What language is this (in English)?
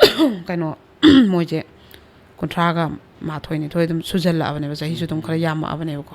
Manipuri